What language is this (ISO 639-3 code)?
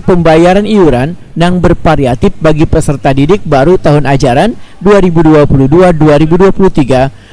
bjn